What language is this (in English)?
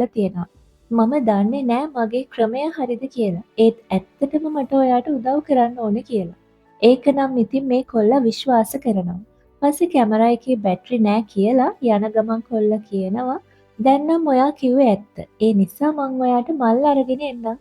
Sinhala